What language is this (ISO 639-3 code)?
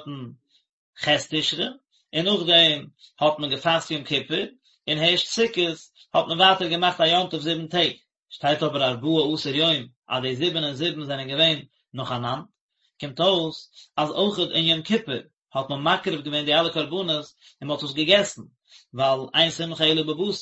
yid